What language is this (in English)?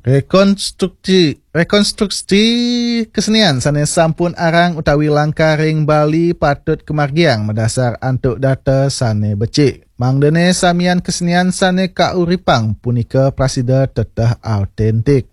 Balinese